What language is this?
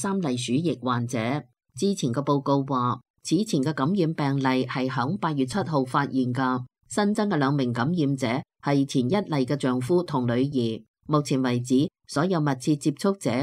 Cantonese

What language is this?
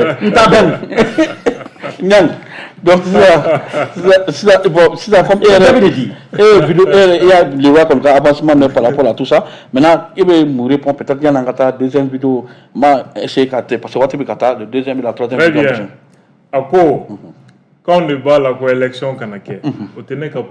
Bambara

